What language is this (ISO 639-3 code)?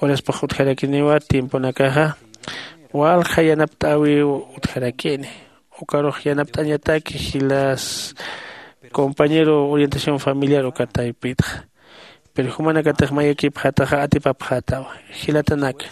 aym